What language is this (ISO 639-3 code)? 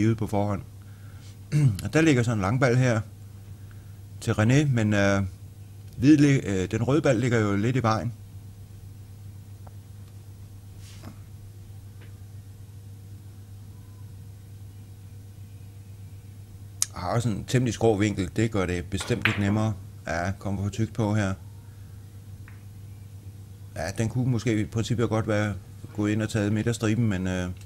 dan